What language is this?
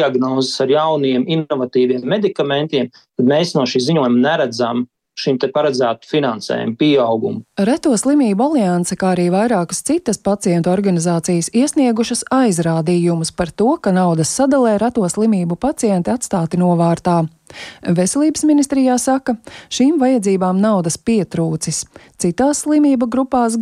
Latvian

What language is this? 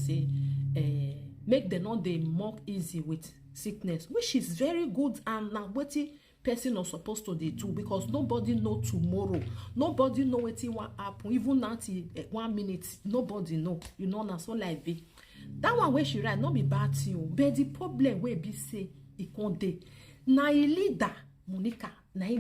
Nigerian Pidgin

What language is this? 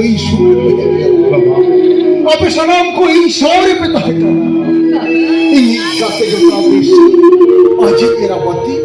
Santali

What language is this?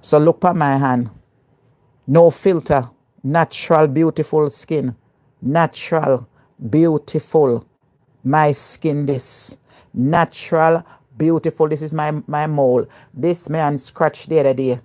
Jamaican Creole English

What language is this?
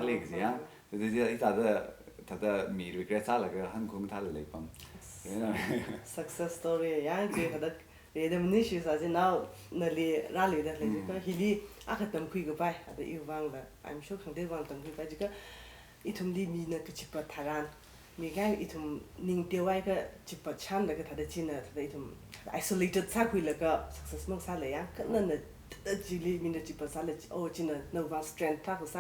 Tangkhul Naga (India)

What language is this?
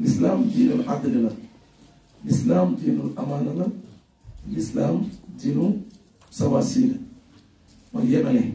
Wolof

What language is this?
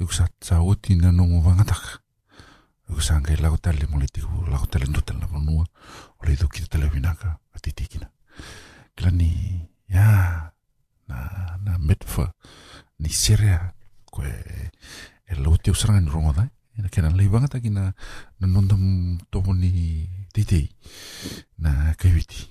Fijian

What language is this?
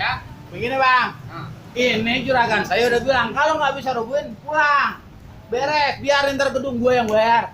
Betawi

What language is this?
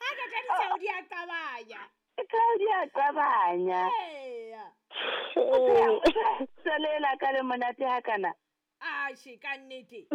Southern Sotho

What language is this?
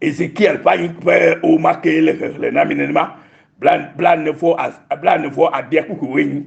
Ewe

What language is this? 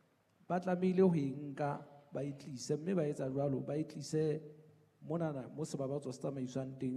Southern Sotho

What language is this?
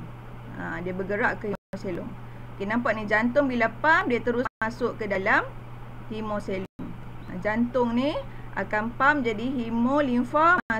Malay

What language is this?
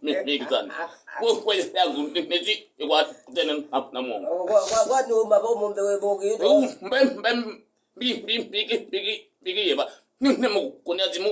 Kamba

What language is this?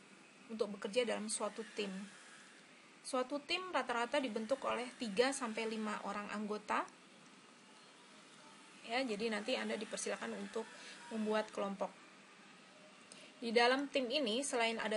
Indonesian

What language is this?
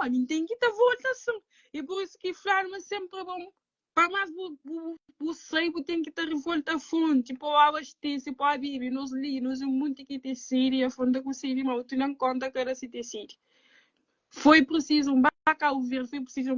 Kabuverdianu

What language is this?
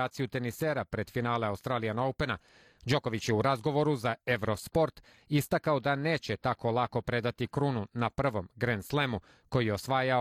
Serbian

